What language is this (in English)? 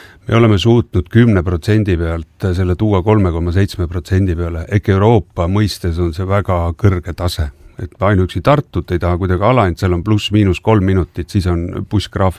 Estonian